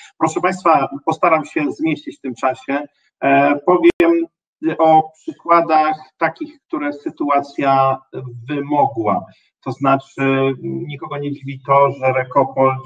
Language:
Polish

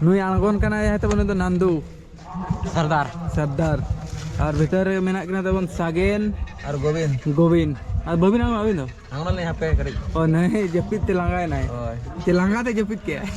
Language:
Santali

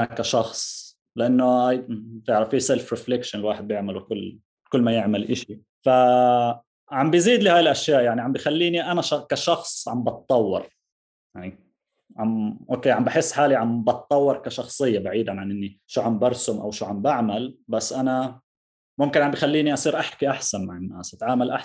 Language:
North Levantine Arabic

